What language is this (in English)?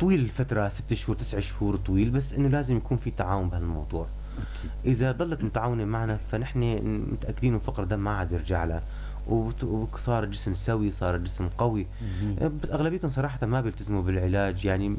North Levantine Arabic